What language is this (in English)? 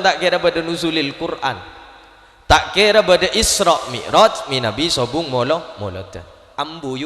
Madurese